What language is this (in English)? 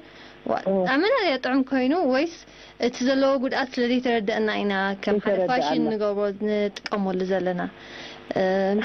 Tigrinya